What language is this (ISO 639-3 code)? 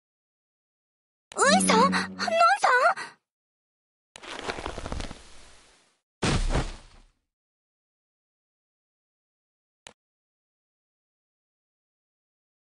jpn